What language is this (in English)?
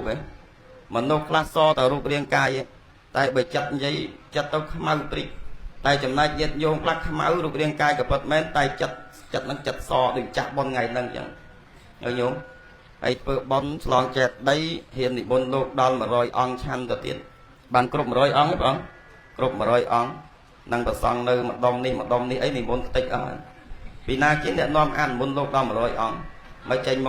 Khmer